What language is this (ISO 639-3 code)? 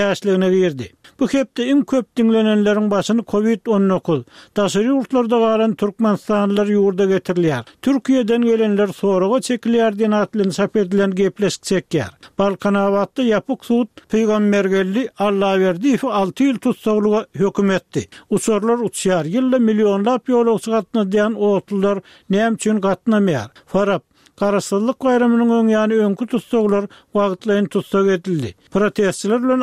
tuk